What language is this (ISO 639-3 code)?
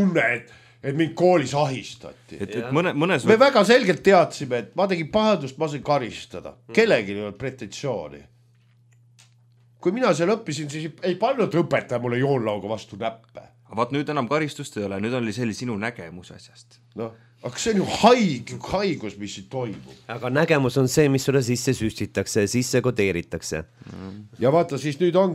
est